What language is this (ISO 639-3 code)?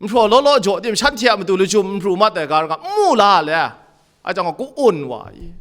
kac